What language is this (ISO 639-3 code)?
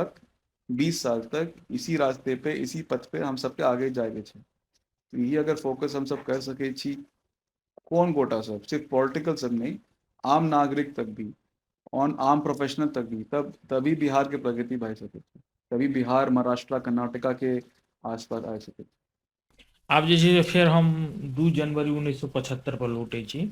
mai